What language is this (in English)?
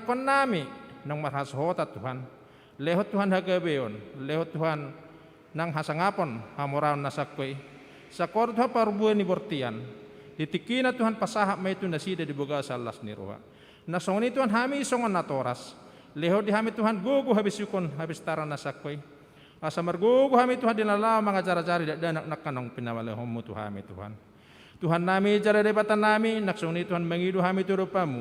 Batak Toba